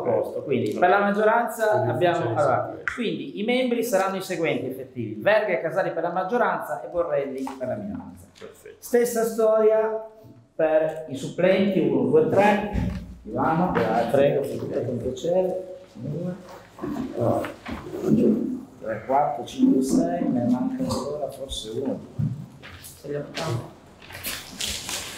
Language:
Italian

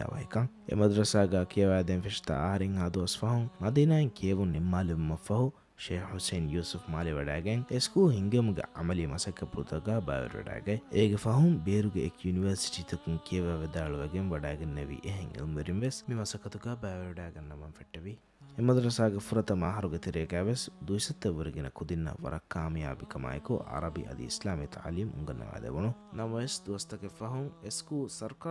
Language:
Divehi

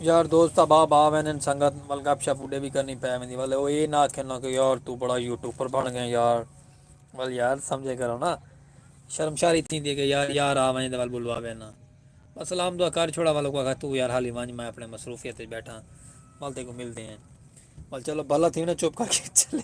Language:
Saraiki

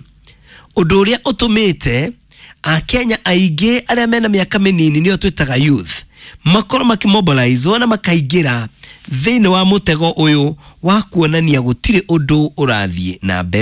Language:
Kikuyu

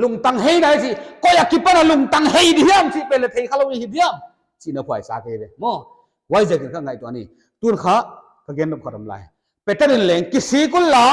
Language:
Paite Chin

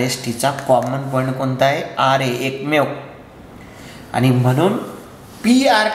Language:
Marathi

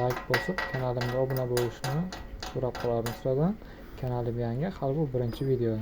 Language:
Uzbek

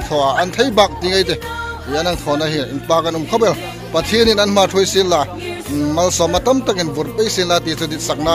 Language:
Hmar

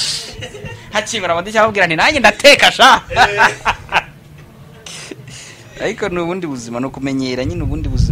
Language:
Kinyarwanda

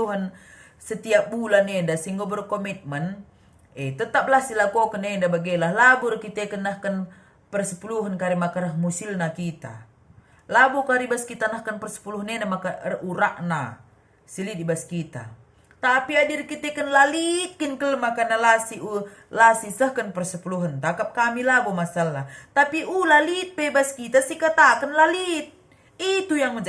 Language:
Batak Karo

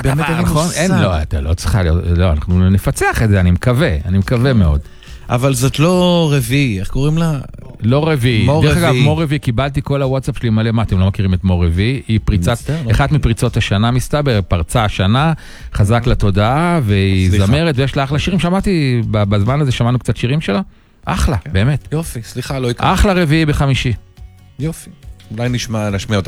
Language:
Hebrew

